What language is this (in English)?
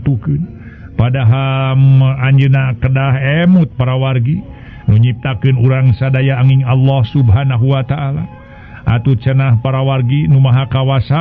Sundanese